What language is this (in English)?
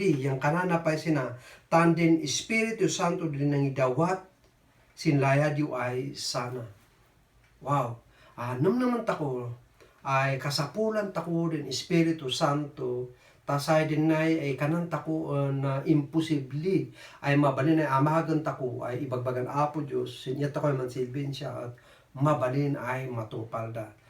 Kankanaey